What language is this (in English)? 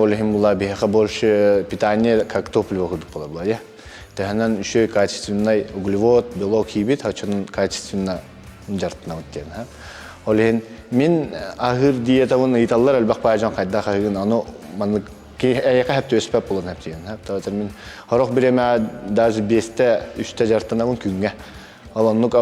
Yakut